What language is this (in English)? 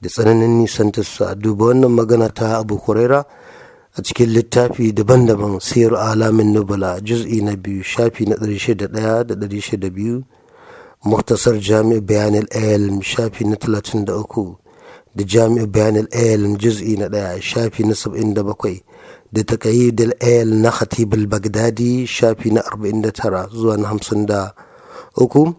Hausa